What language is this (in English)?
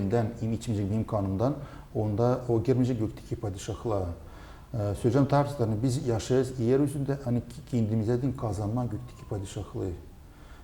Gagauz